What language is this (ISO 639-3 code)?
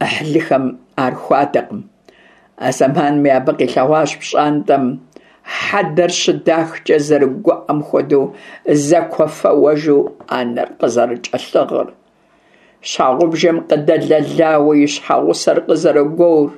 kbd